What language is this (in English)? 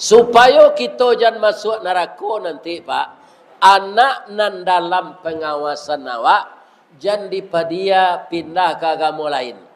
Minangkabau